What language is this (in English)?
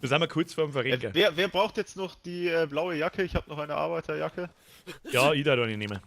Bavarian